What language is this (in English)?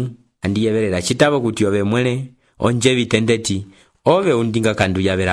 Umbundu